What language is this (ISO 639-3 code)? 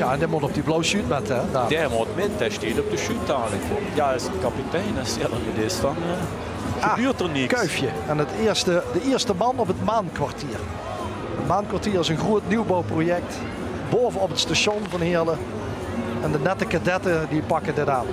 lim